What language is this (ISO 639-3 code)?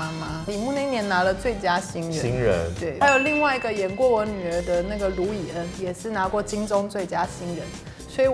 zho